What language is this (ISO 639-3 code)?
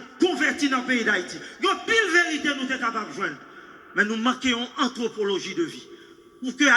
hat